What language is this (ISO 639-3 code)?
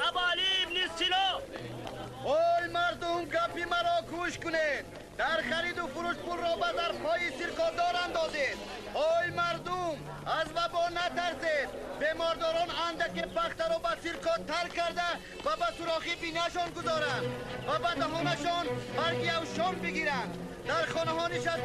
tgk